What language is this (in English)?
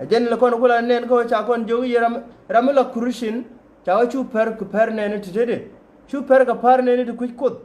Nuer